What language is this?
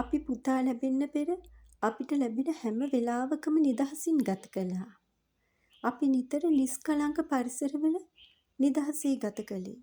Sinhala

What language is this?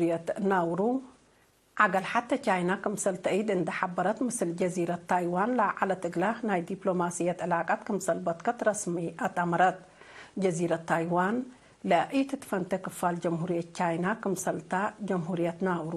Tigre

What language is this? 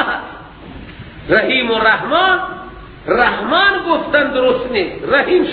Persian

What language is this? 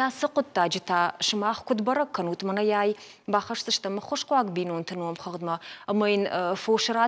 Ossetic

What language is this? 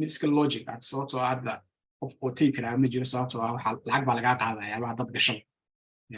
Somali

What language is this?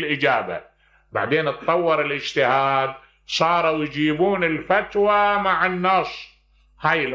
Mesopotamian Arabic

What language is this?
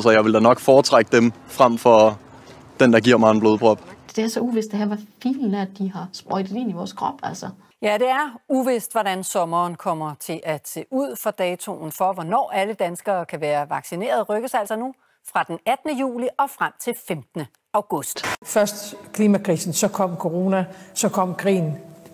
Danish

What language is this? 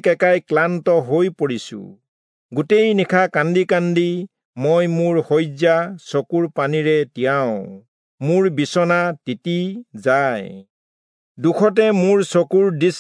Assamese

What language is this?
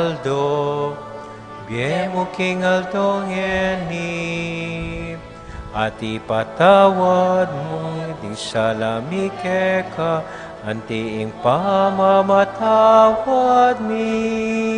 Pampanga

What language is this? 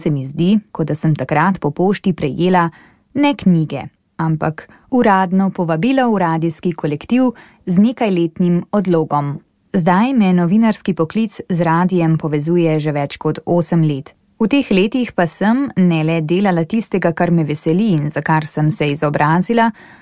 Slovenian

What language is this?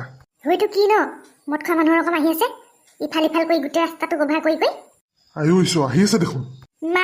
Assamese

